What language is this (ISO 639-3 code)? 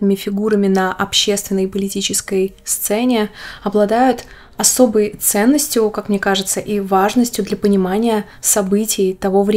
rus